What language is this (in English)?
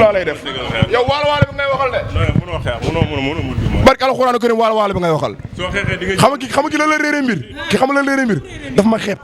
Wolof